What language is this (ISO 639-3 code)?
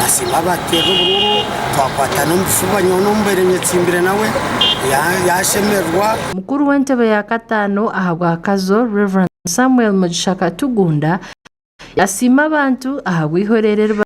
nyn